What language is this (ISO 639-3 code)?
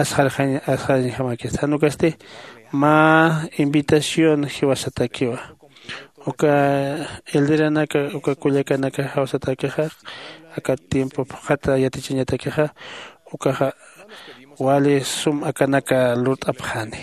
aym